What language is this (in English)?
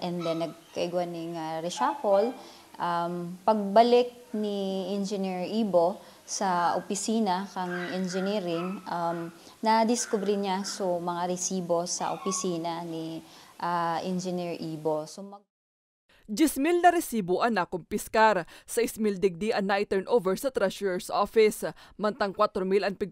Bikol